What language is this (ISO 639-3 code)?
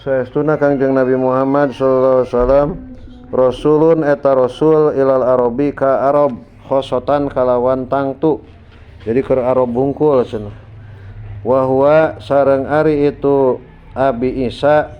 sun